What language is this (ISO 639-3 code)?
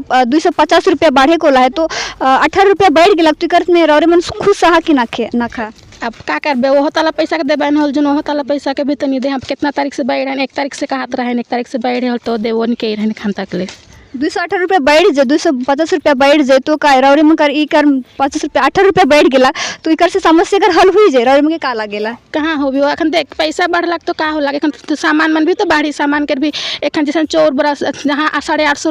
sck